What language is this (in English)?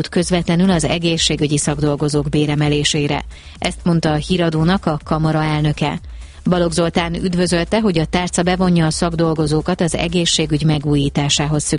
Hungarian